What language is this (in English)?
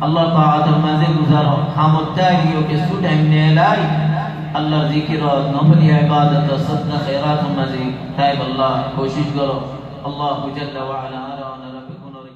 Rohingya